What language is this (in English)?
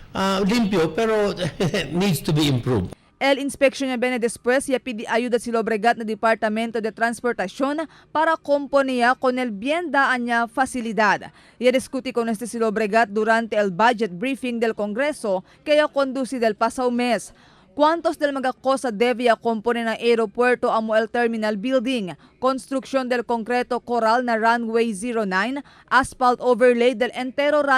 Chavacano